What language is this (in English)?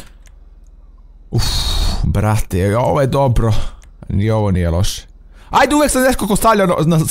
Croatian